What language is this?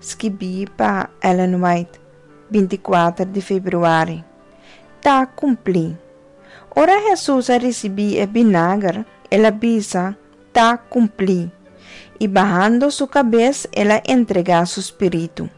Papiamento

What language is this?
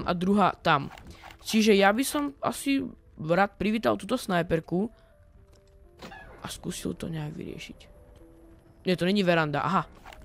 Slovak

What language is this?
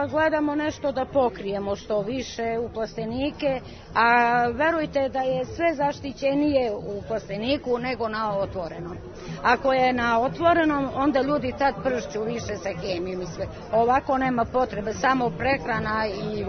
Serbian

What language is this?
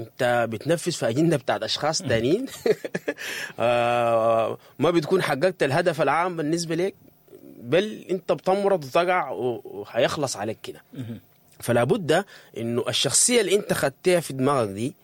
Sudanese Arabic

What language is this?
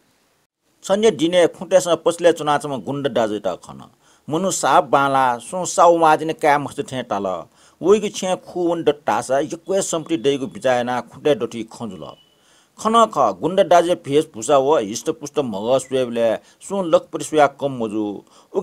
Newari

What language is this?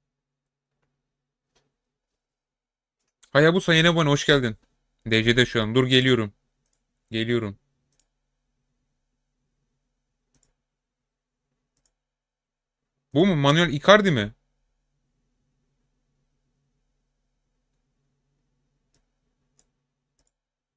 Turkish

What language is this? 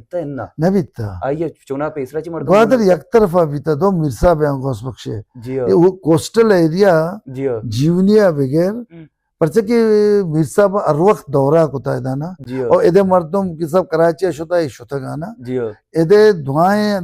Baluchi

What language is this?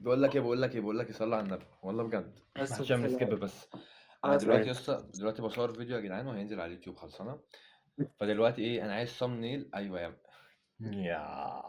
Egyptian Arabic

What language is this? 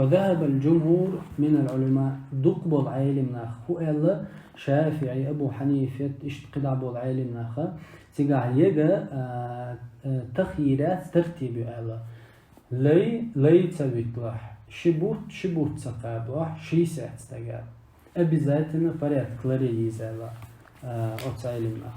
Chechen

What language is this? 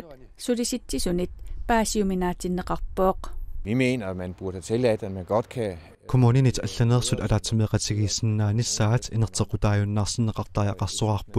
Kalaallisut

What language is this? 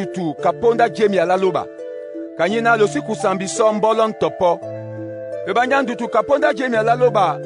Duala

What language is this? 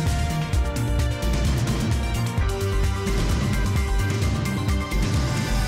Bangla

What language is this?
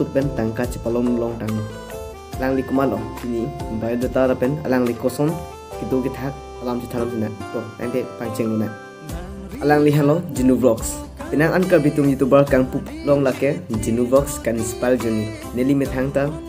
Karbi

